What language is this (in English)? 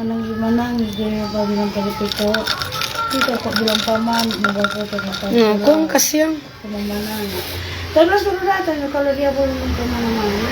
Manado Malay